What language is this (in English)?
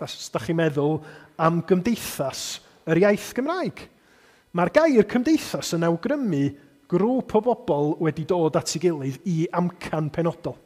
Welsh